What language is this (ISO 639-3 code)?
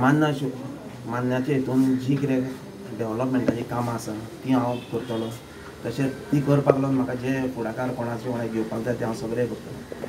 kok